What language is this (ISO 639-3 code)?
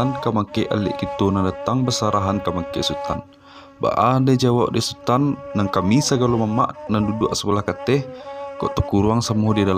min